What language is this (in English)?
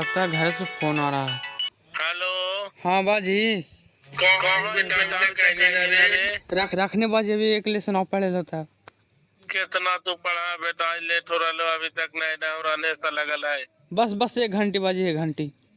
Magahi